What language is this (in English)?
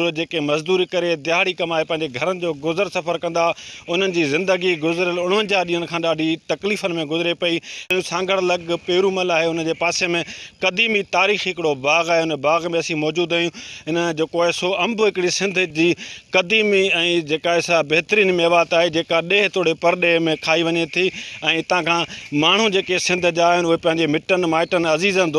Sindhi